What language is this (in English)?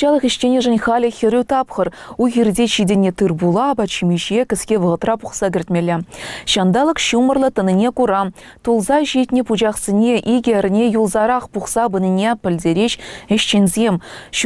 Chuvash